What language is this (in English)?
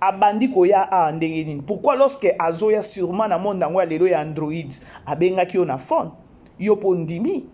Lingala